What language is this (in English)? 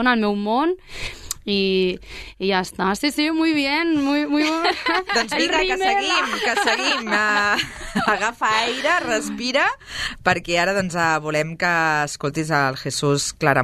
Catalan